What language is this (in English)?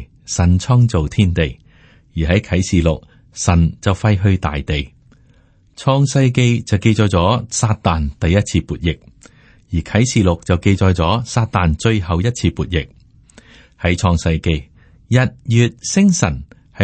Cantonese